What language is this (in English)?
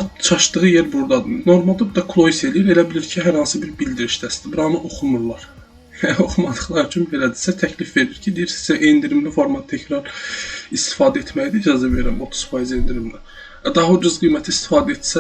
Azerbaijani